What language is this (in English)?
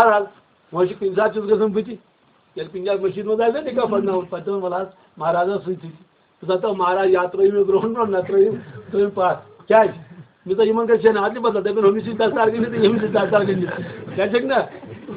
Kashmiri